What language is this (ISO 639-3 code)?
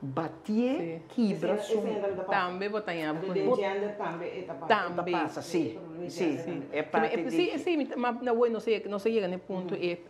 pap